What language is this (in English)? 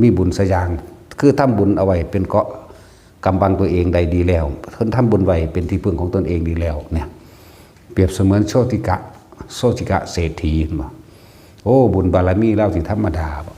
Northeastern Thai